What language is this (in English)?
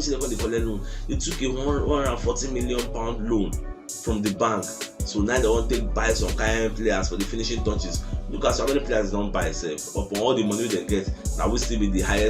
Nigerian Pidgin